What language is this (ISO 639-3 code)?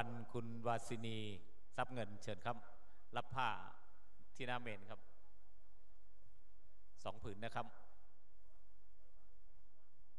tha